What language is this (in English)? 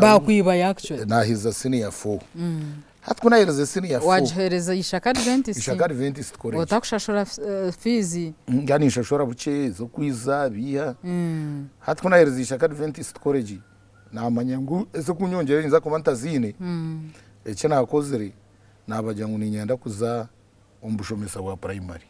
Nyankole